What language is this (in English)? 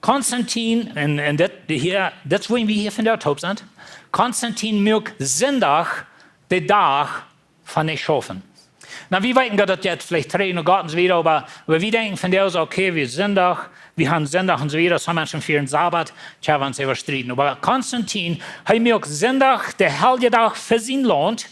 Plautdietsch